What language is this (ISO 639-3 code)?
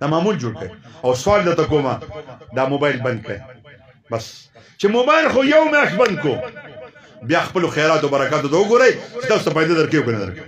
pus